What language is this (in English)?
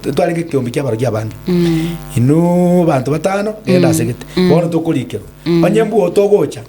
Gusii